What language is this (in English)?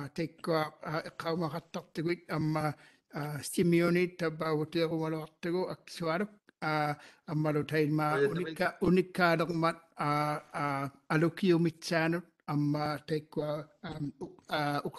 Māori